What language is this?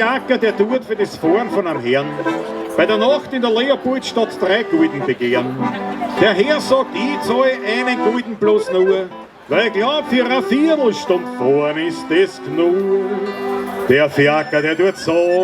Bavarian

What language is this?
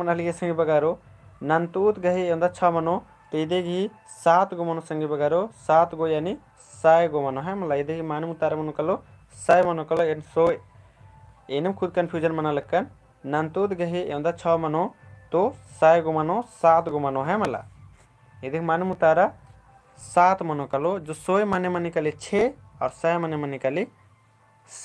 Kurukh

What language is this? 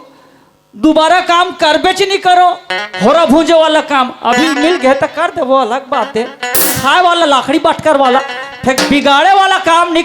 Chhattisgarhi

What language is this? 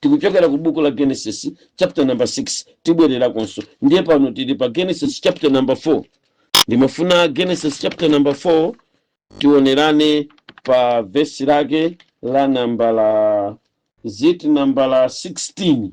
Nyanja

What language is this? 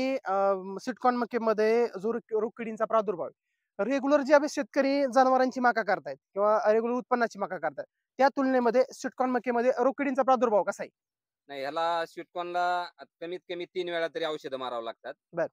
Marathi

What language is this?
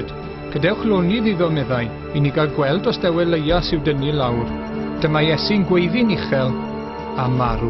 Welsh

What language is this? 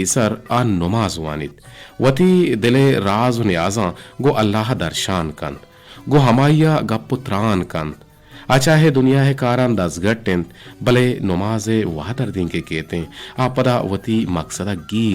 Eastern Balochi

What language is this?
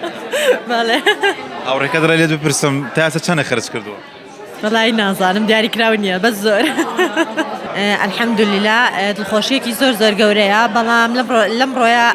Central Kurdish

